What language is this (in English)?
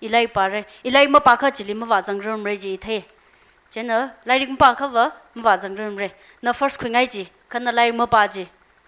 Tangkhul Naga (India)